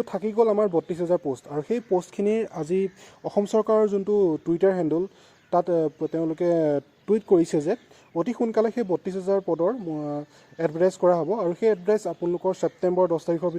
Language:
Assamese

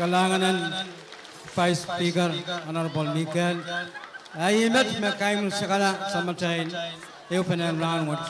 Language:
Pohnpeian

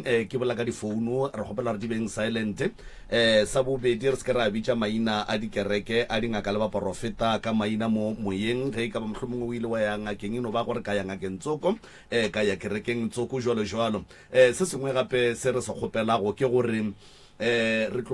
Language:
Northern Sotho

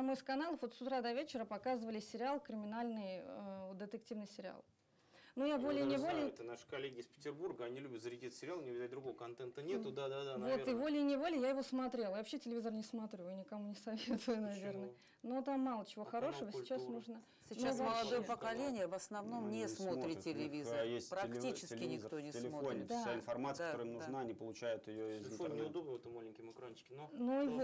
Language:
Russian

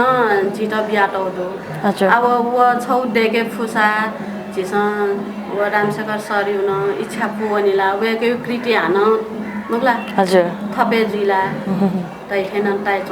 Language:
Newari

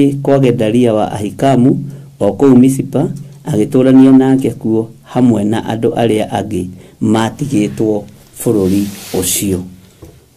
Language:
Kikuyu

